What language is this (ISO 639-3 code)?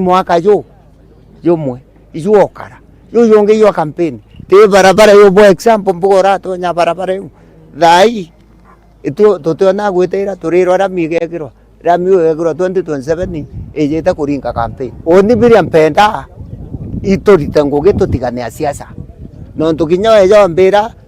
mer